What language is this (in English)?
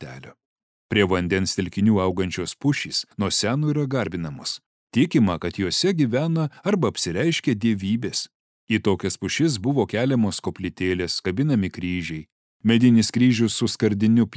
Lithuanian